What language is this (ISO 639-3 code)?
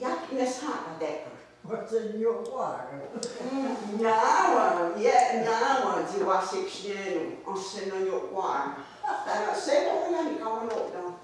moh